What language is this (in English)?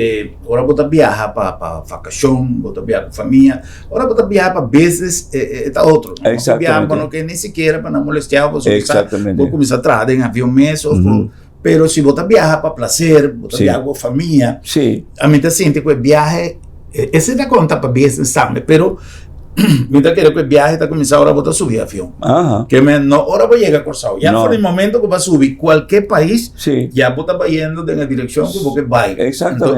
Papiamento